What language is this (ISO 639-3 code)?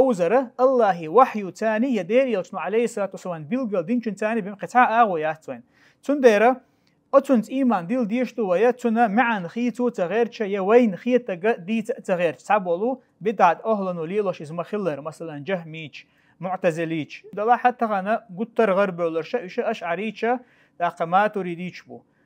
che